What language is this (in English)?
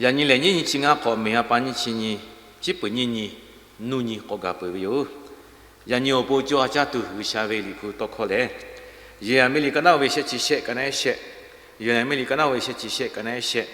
Lahu